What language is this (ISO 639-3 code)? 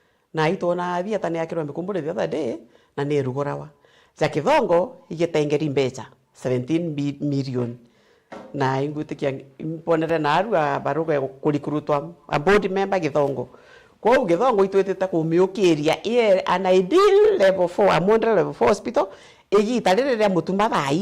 mer